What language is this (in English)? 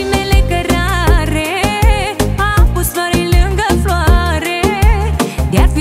Romanian